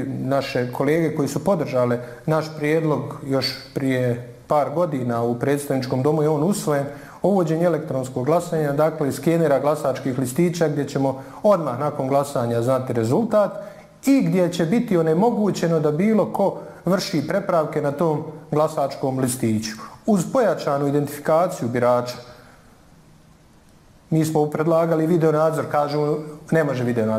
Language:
Bosnian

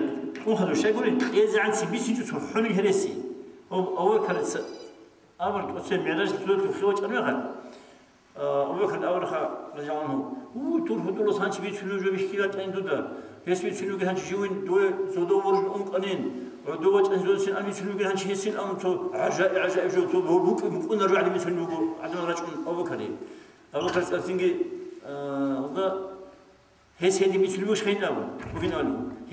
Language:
Avaric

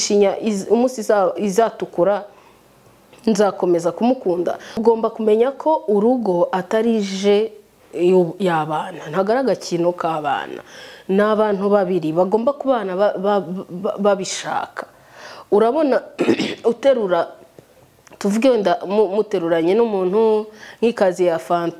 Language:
Kinyarwanda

